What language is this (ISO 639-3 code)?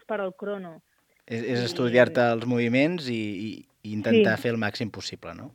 cat